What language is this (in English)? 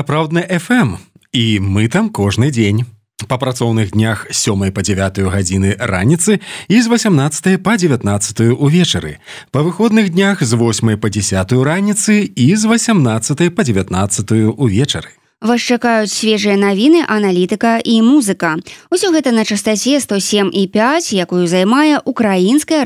Belarusian